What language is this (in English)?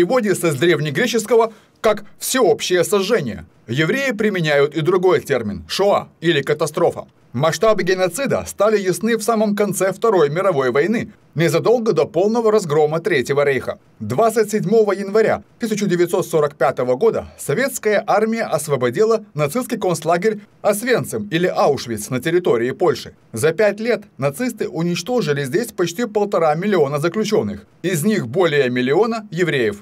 Russian